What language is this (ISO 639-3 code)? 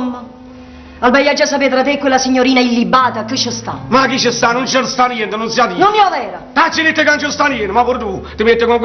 nap